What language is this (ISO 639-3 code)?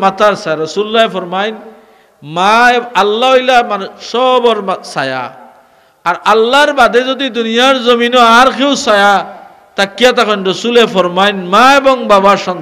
syl